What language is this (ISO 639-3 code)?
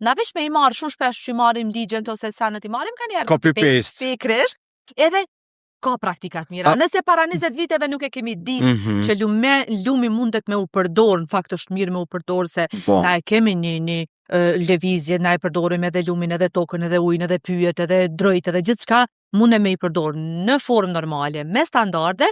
sqi